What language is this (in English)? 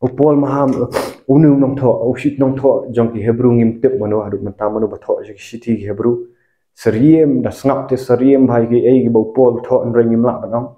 Khasi